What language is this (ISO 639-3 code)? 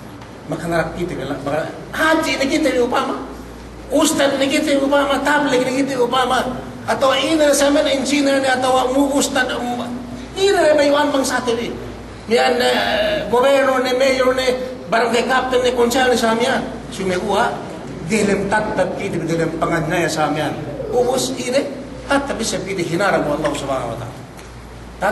yka